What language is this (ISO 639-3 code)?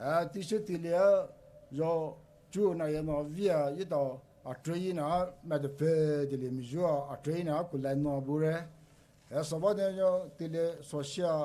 pmx